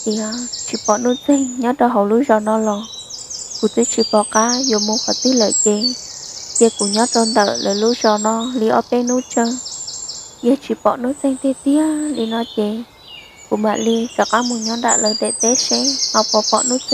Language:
Hmong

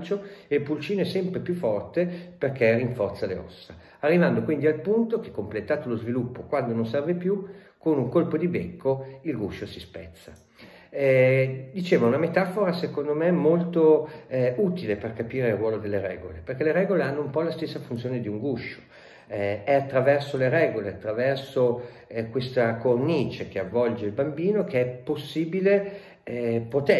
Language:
Italian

